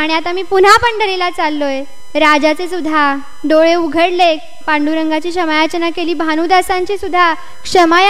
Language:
Marathi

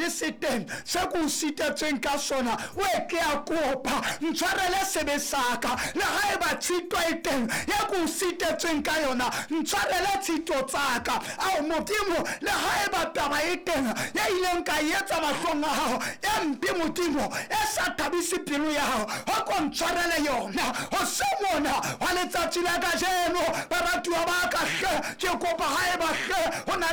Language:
Southern Sotho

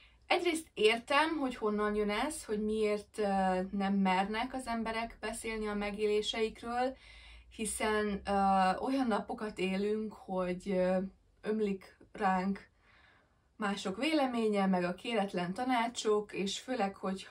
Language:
Hungarian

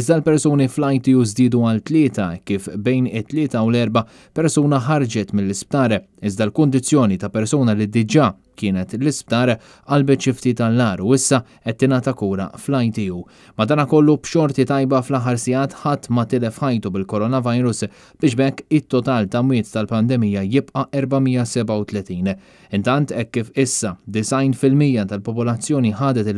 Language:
Maltese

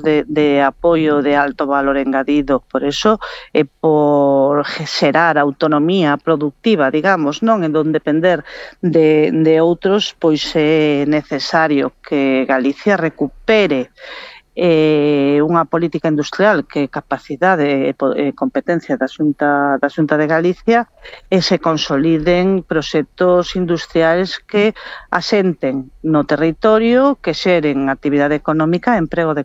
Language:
Galician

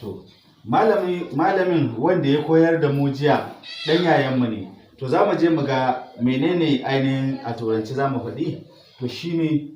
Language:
Hausa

